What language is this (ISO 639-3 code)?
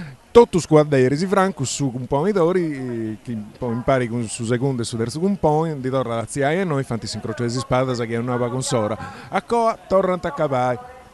srd